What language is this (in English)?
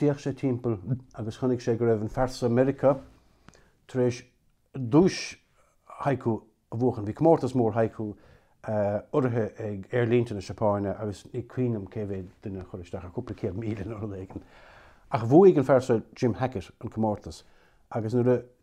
Irish